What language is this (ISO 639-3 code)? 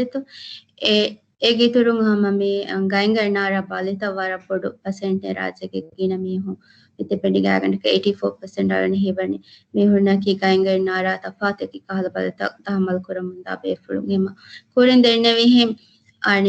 div